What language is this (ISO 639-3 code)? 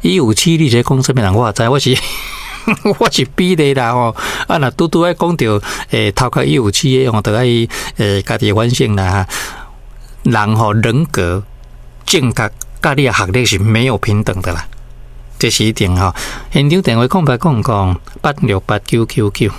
nan